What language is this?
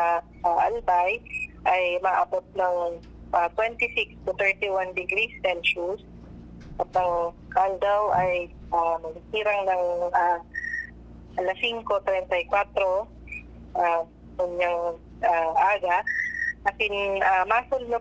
Bikol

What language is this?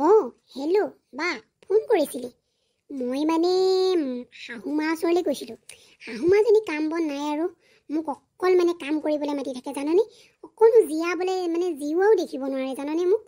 Assamese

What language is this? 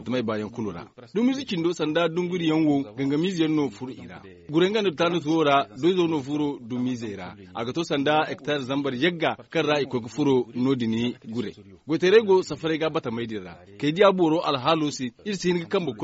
Zarma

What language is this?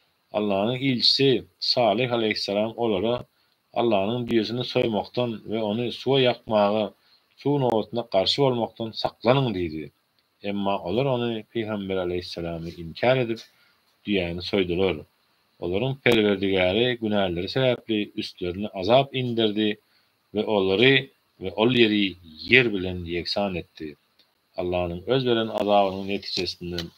Turkmen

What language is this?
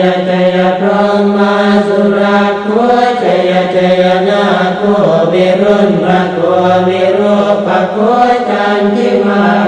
Pali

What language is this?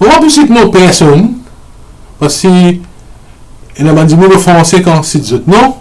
Morisyen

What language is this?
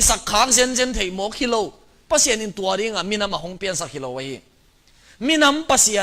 Tedim Chin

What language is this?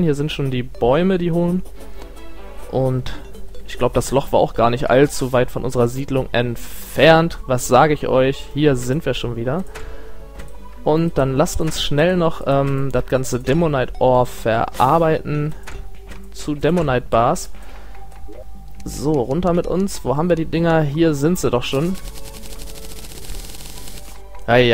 German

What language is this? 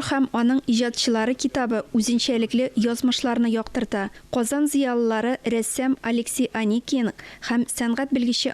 Tatar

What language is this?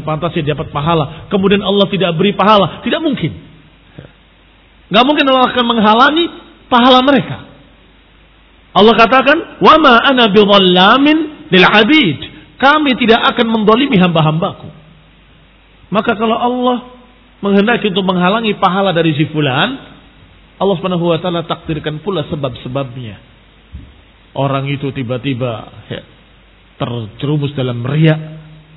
Indonesian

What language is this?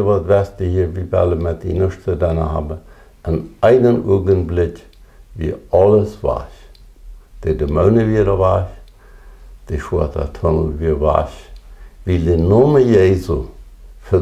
Plautdietsch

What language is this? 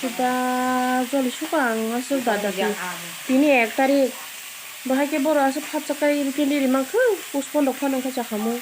Kok Borok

